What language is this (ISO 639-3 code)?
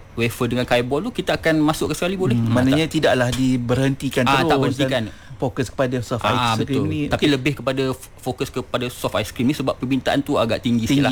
msa